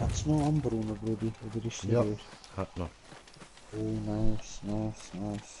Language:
Swiss German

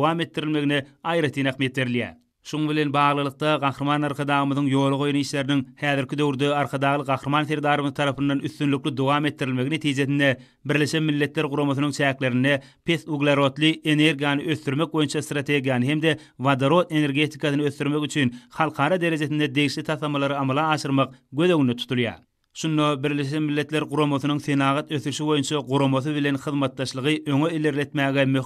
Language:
Turkmen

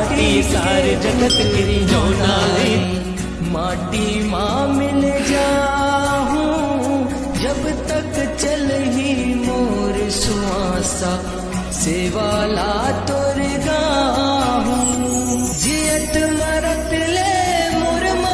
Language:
Chhattisgarhi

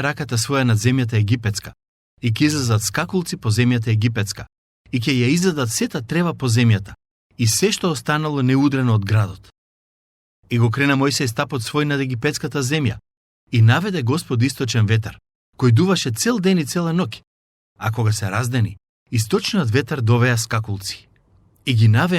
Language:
Macedonian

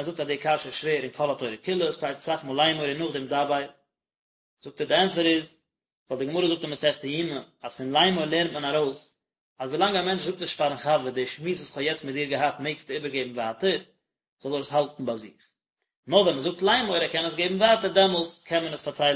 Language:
Yiddish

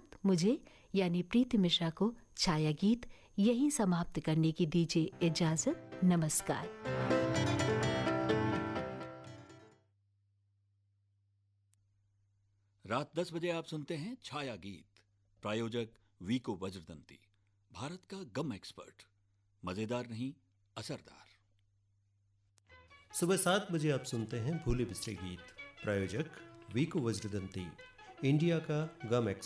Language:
Hindi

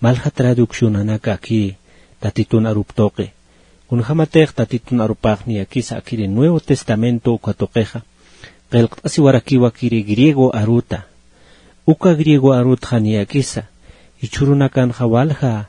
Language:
Aymara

